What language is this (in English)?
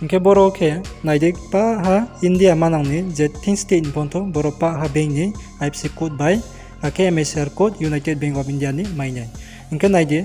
Riang (India)